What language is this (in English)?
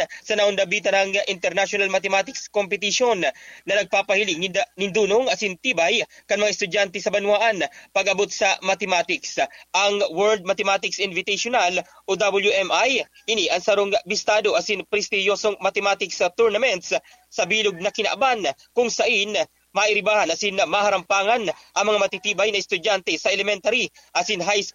Bikol